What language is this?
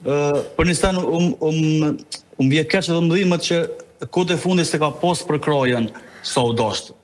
Albanian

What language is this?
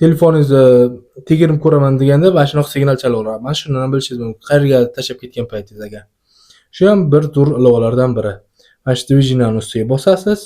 Uzbek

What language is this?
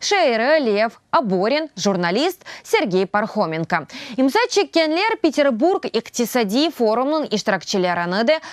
Crimean Tatar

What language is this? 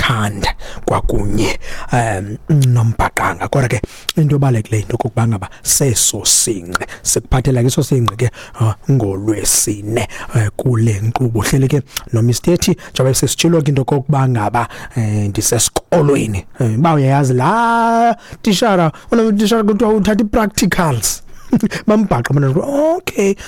Xhosa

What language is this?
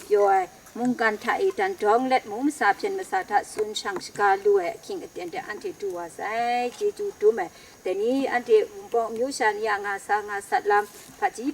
Kachin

